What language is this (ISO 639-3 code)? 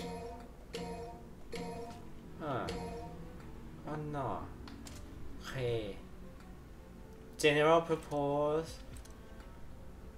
tha